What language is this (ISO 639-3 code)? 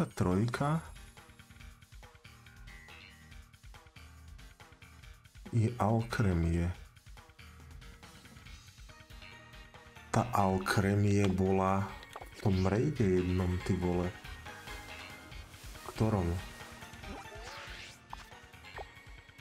slk